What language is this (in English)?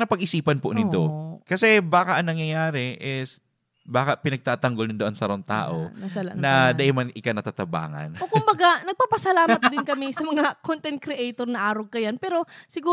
Bikol